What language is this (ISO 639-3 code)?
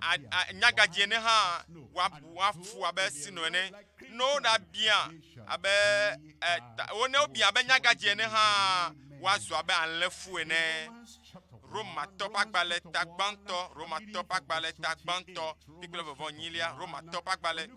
ewe